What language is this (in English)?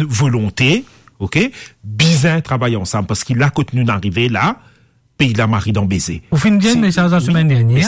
Morisyen